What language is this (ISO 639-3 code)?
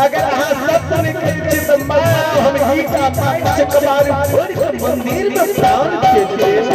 mai